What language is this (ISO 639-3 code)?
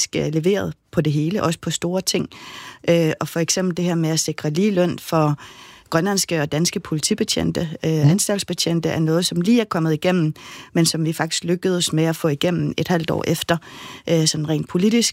dan